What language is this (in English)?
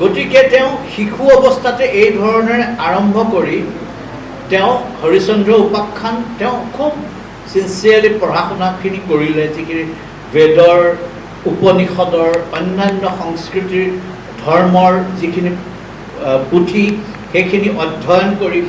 Assamese